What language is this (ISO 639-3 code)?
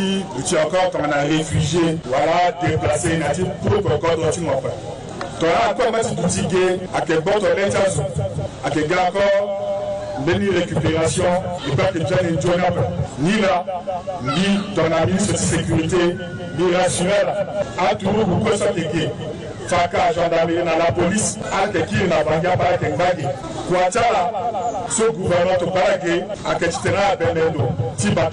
sag